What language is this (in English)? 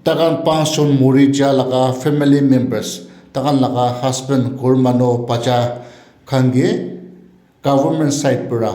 Naga Pidgin